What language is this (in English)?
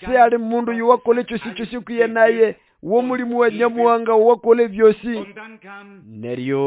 Nande